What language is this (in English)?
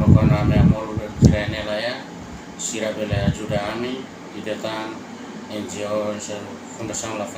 Tetum